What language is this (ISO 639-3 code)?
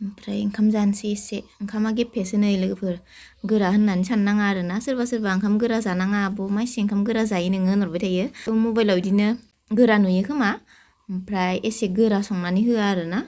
brx